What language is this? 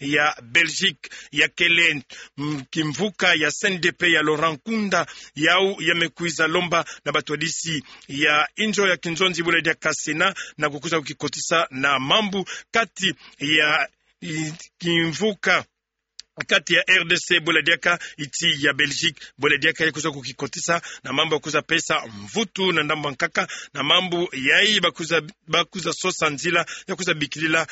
Kituba (Democratic Republic of Congo)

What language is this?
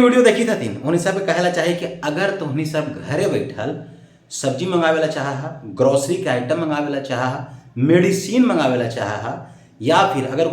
Magahi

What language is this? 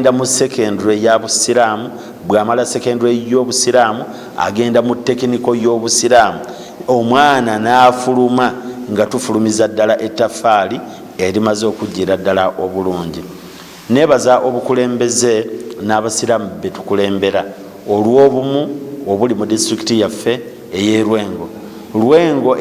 Ganda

